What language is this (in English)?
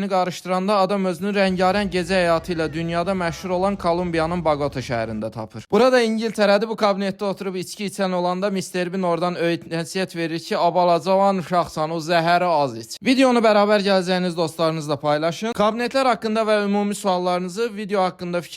Azerbaijani